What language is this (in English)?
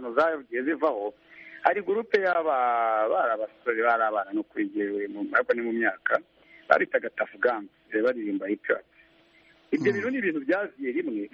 Kinyarwanda